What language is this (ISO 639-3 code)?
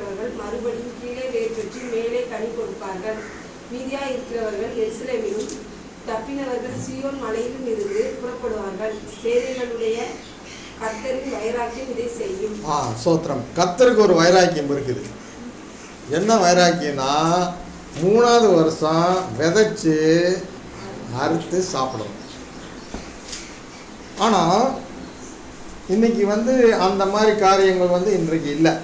tam